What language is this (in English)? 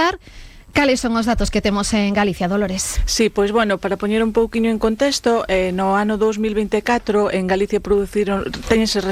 Galician